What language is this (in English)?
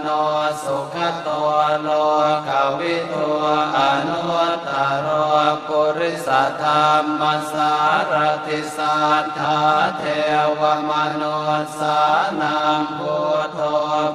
Pali